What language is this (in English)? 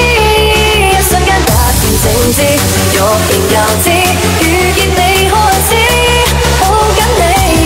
Chinese